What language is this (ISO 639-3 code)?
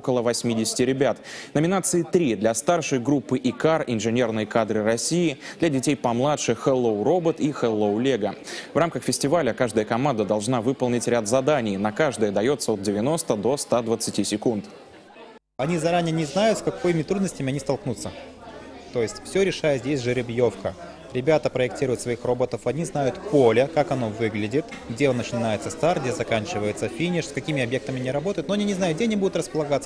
rus